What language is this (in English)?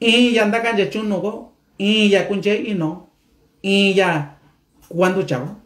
Mixtepec Mixtec